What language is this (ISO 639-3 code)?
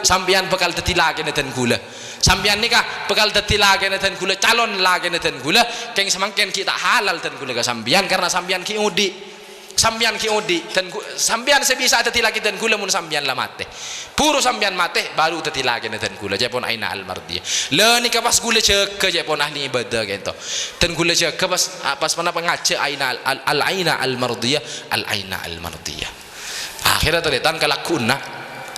mad